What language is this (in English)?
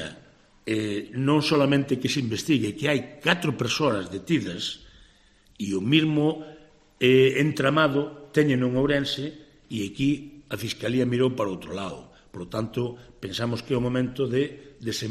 Galician